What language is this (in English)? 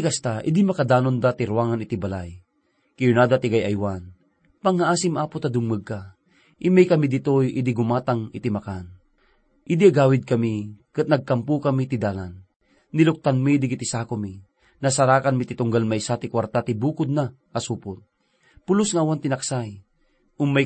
Iloko